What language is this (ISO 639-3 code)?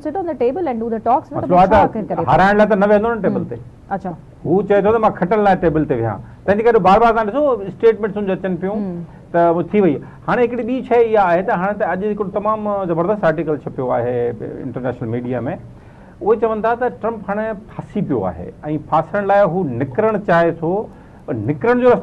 snd